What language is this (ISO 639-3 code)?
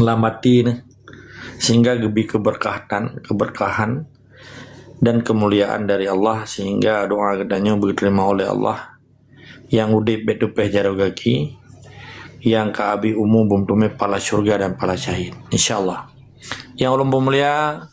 ace